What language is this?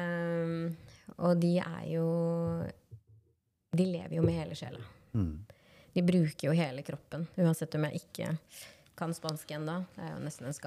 Norwegian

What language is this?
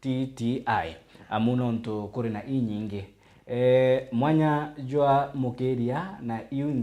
Meru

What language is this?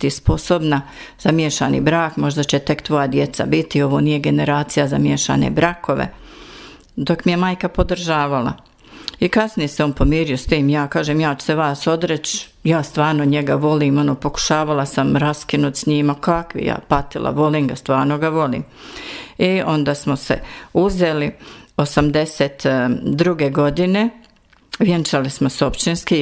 Bosnian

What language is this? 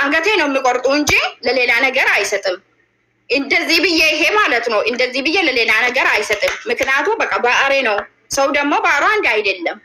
Amharic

